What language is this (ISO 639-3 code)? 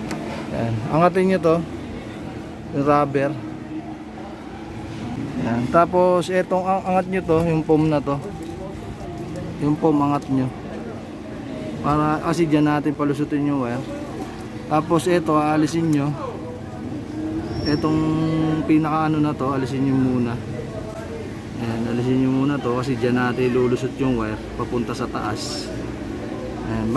fil